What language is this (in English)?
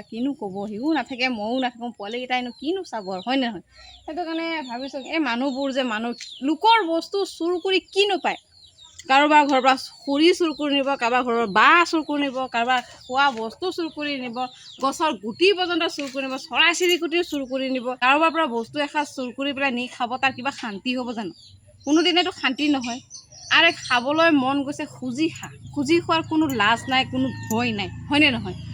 Assamese